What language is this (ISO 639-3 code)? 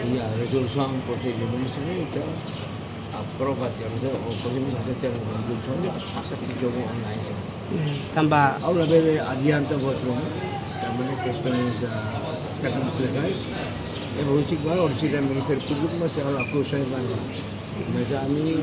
tet